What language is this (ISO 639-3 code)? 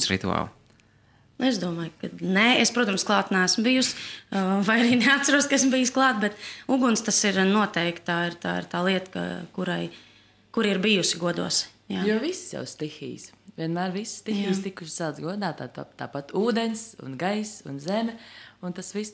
lav